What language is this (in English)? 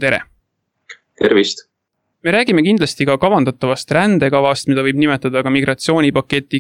Estonian